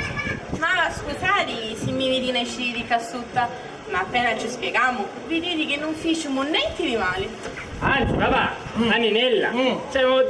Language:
Sicilian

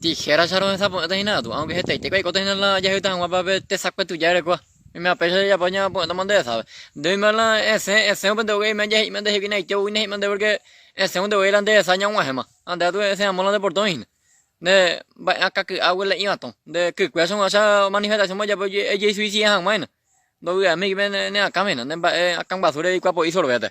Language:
Guarani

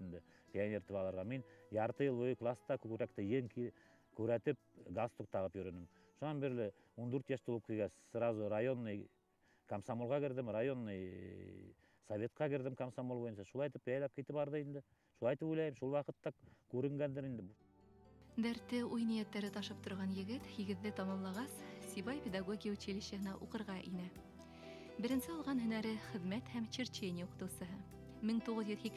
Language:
Bashkir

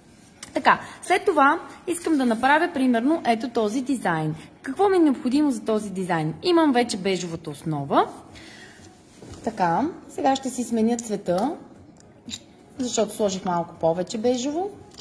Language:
Bulgarian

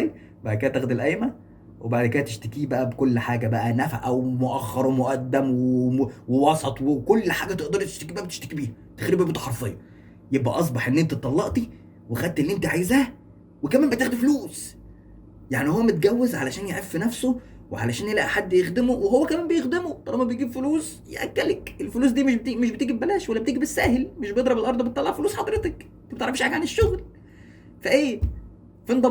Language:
Egyptian Arabic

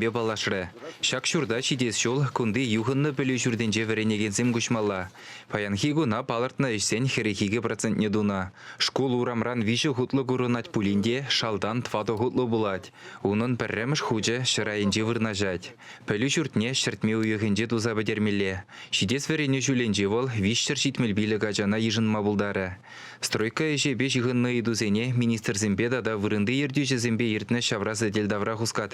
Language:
Chuvash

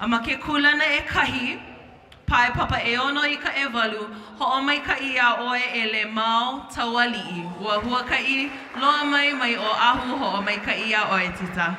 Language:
Hawaiian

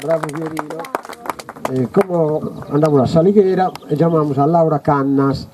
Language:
Sardinian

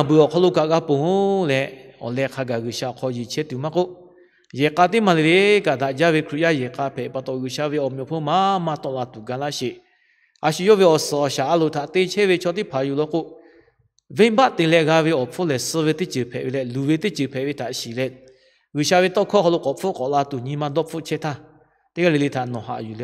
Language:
Lahu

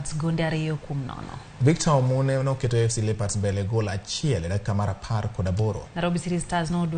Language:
Luo (Kenya and Tanzania)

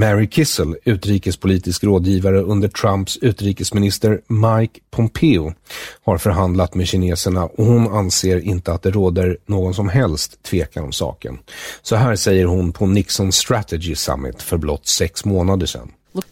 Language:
Swedish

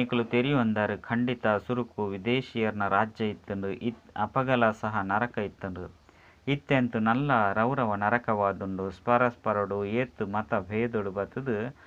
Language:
Tulu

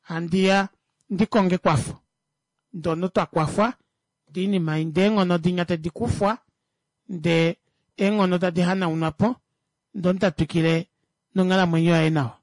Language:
Kuanyama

